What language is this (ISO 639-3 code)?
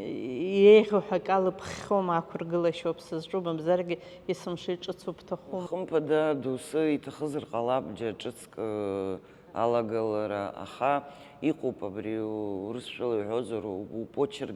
abk